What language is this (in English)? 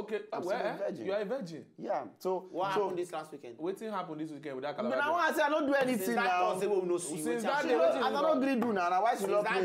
Nigerian Pidgin